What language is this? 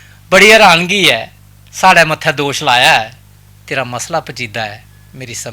Dogri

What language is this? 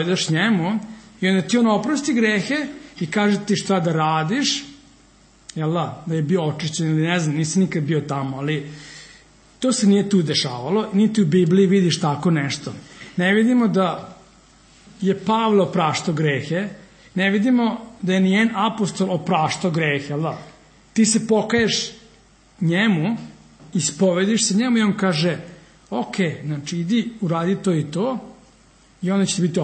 Serbian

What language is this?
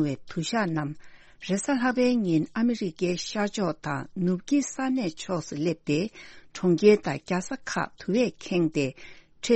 Tibetan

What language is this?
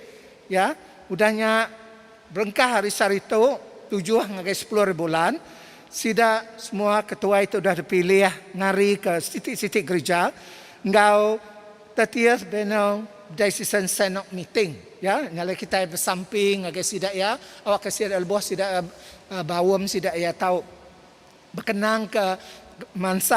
Iban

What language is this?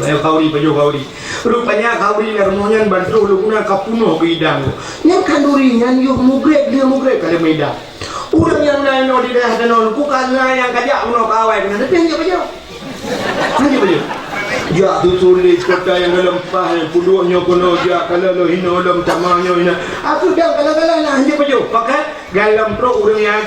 Achinese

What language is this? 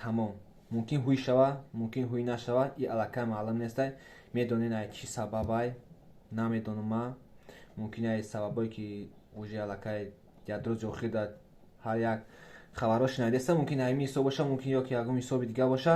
Tajik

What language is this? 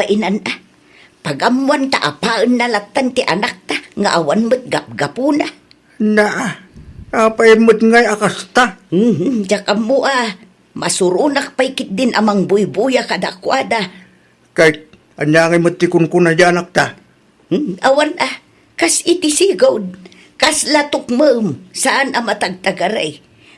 Iloko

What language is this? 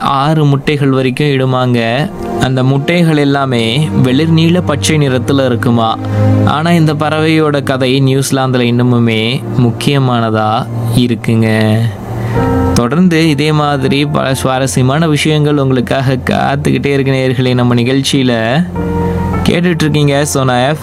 Tamil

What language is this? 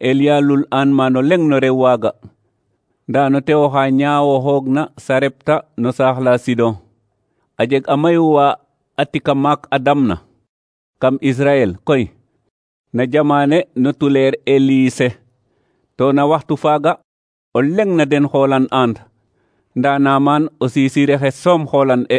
Serer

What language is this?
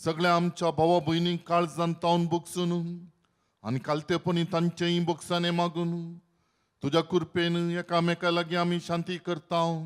Konkani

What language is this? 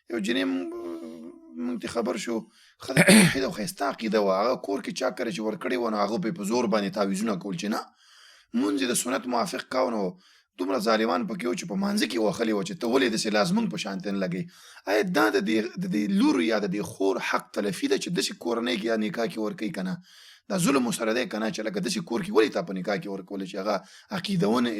Pashto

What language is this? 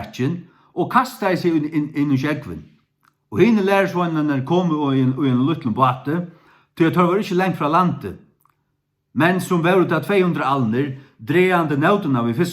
Faroese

